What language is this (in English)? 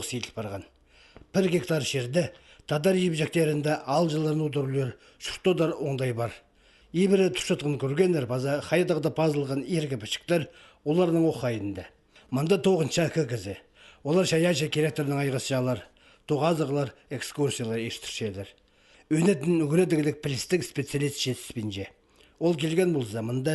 Khakas